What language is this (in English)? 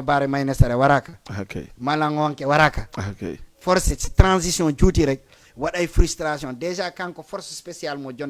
Fula